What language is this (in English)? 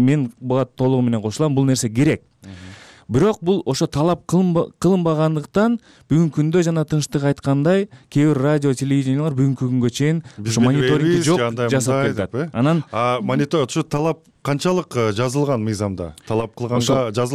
Kyrgyz